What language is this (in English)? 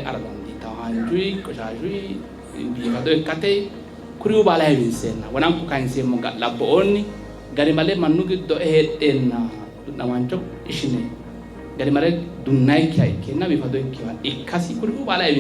Sidamo